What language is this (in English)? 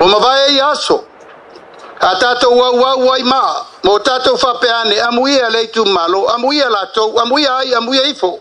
Samoan